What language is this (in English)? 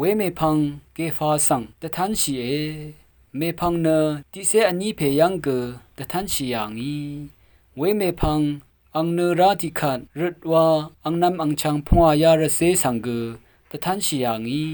Rawang